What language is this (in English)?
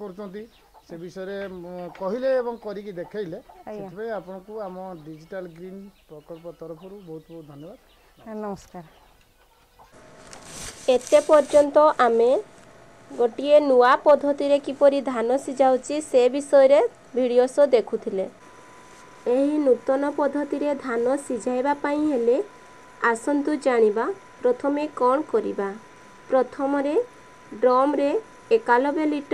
Odia